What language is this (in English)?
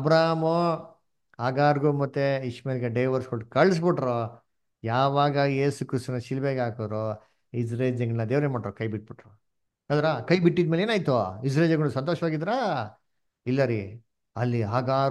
Kannada